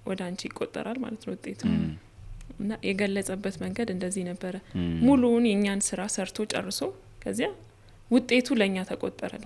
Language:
Amharic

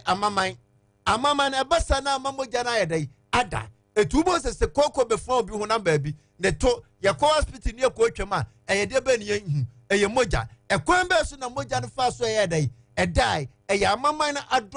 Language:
Akan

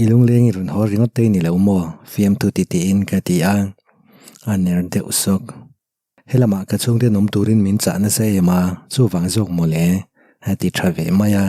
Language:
Mizo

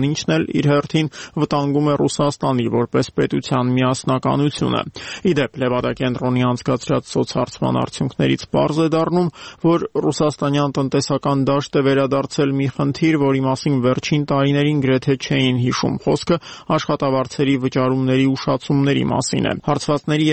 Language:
Armenian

